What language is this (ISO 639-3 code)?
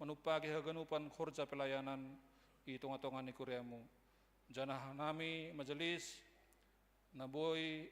bts